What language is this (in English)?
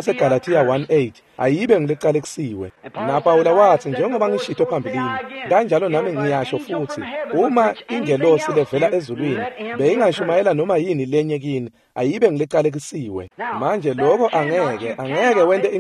Swati